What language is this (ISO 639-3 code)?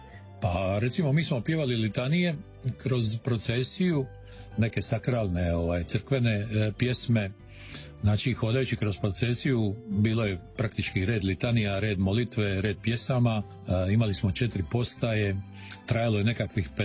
hrv